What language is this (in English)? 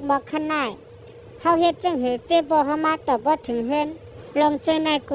Shan